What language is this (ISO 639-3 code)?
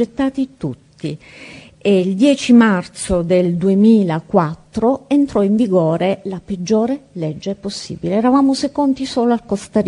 ita